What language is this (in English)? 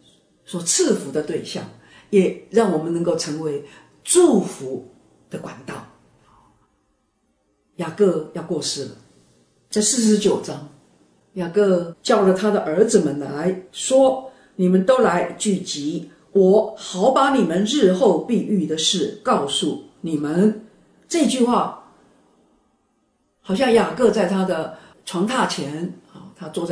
Chinese